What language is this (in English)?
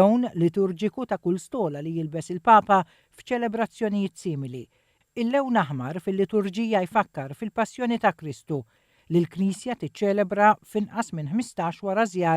Maltese